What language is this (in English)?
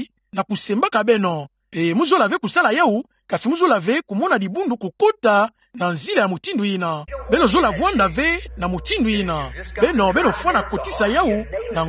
Kituba (Democratic Republic of Congo)